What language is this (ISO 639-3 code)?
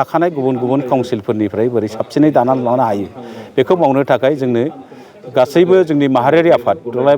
brx